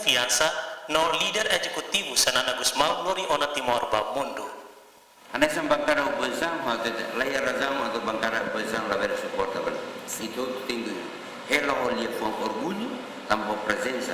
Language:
Tetum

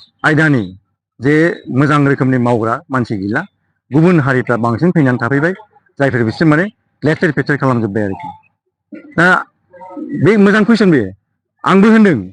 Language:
Bodo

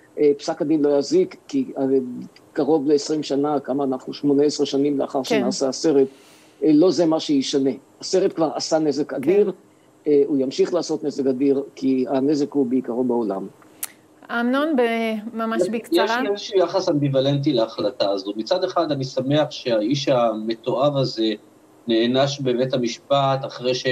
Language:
Hebrew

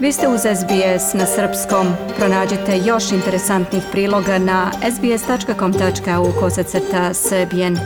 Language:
Serbian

